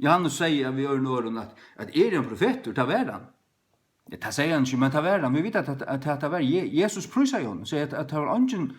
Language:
Faroese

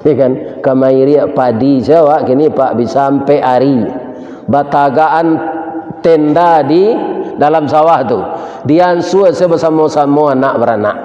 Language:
Minangkabau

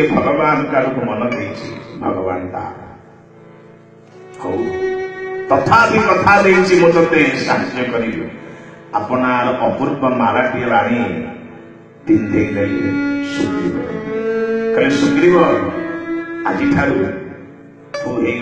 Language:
Odia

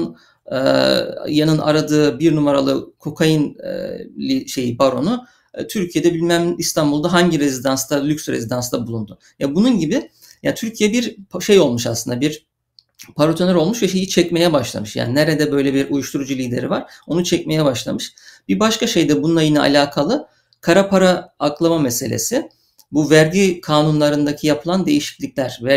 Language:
Turkish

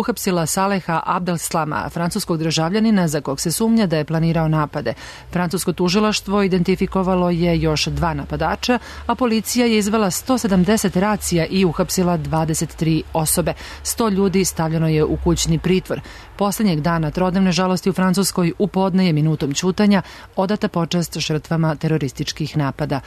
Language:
Serbian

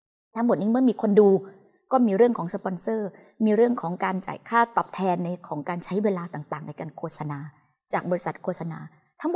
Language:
Thai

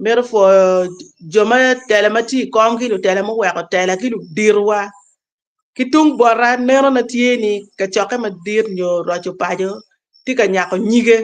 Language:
Acoli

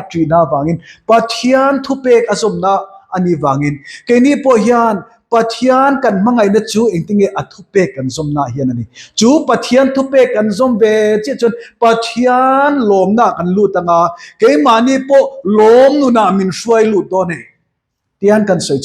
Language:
Mizo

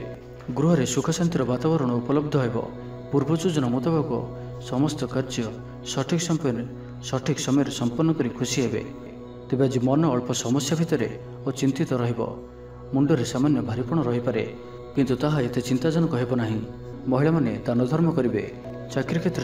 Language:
Odia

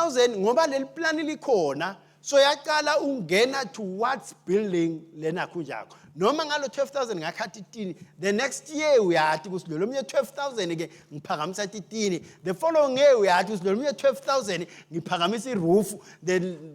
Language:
Swati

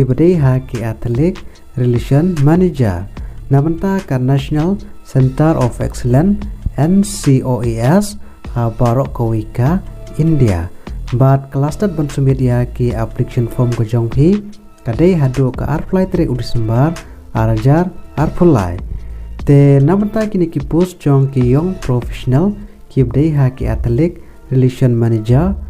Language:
Khasi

